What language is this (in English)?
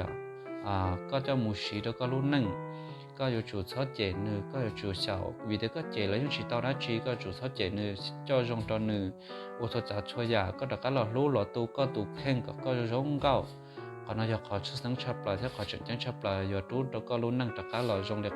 Hmong